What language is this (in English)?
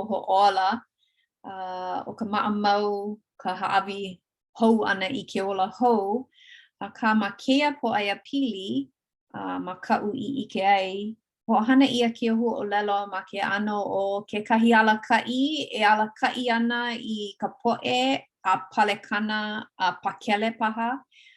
Hawaiian